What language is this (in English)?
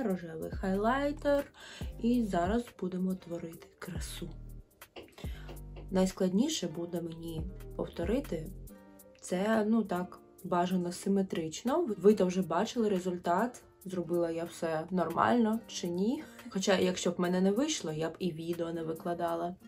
Ukrainian